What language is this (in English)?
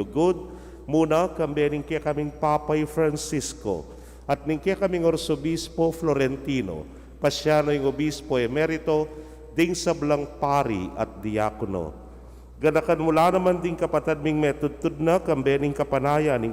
Pampanga